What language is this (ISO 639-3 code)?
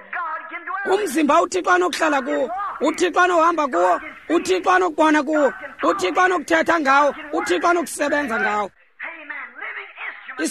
xho